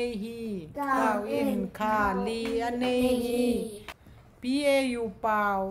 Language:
Tedim Chin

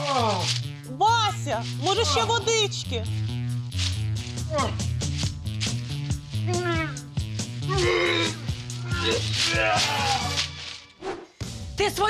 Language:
Ukrainian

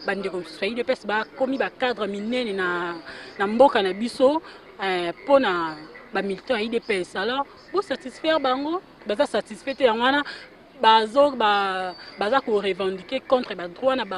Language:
Lingala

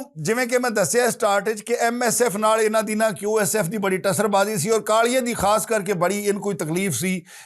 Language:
Western Panjabi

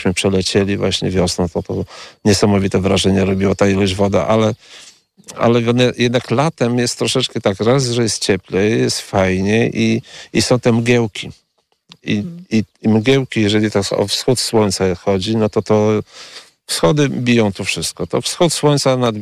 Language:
Polish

